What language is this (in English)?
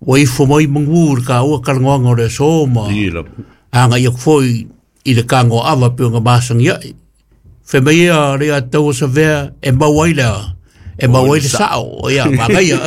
Samoan